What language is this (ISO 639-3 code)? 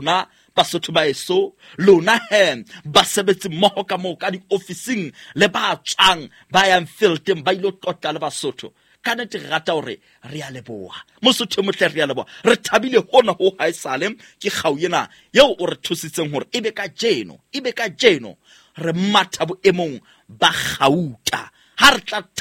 sot